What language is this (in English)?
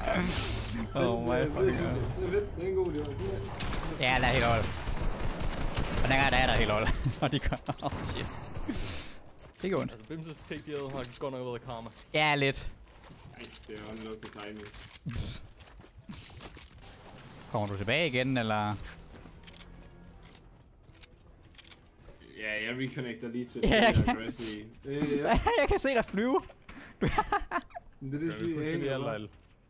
Danish